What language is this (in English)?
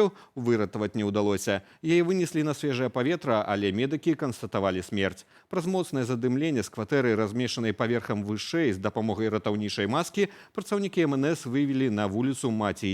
Belarusian